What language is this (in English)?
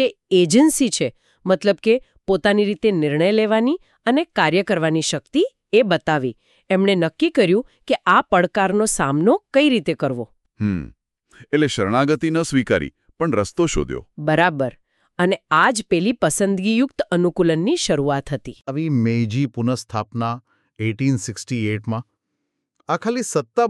Gujarati